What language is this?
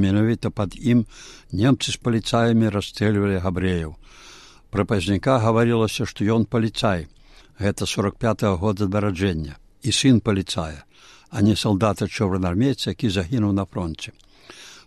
Belarusian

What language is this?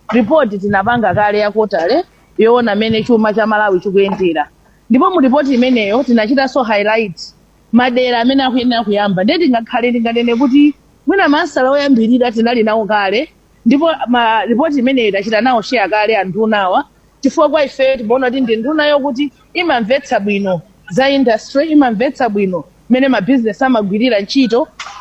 Nyanja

